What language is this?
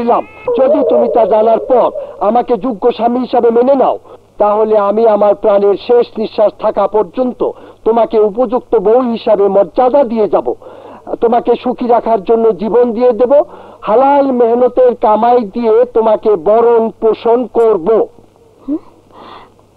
Bangla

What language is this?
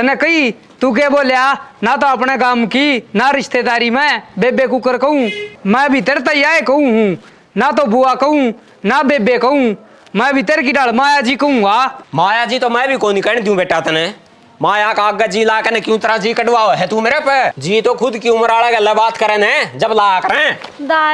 Haryanvi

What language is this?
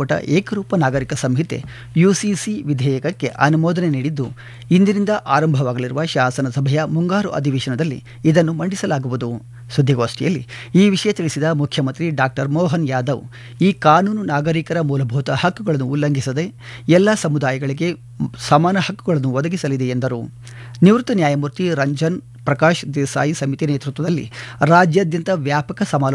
Kannada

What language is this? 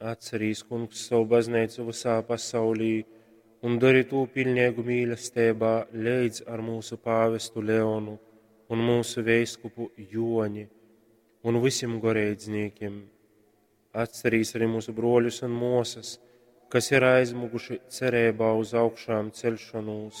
Latgalian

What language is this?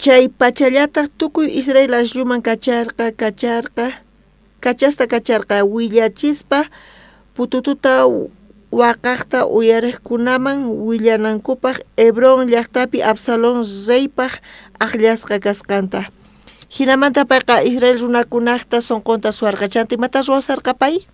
South Bolivian Quechua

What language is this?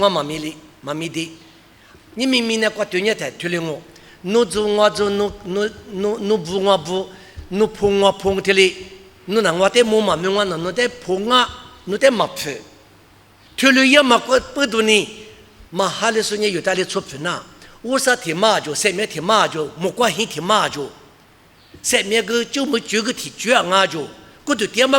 Lisu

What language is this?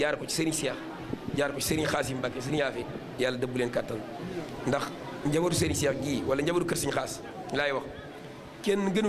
Wolof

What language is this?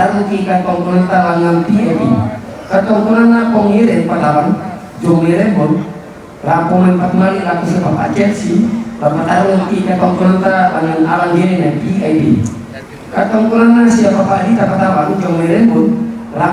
Toraja-Sa'dan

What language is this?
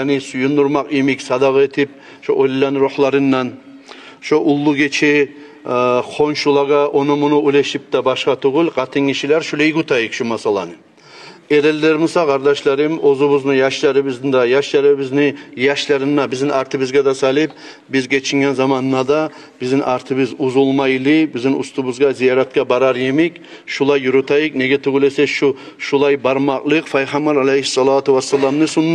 Kumyk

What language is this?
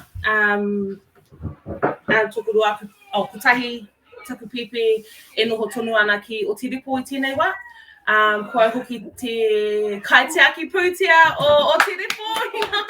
Māori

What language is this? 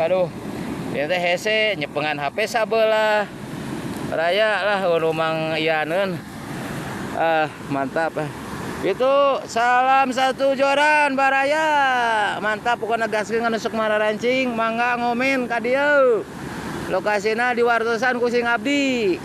Sundanese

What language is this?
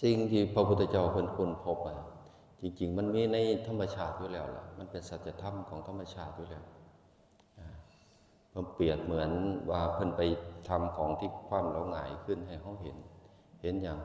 Northeastern Thai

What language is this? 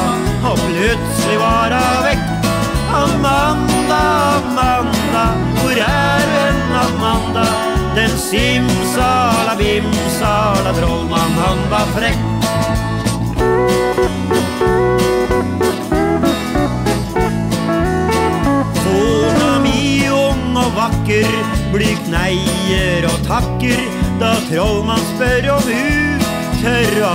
Norwegian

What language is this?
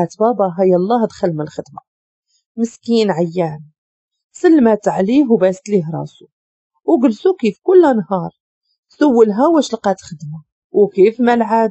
Moroccan Arabic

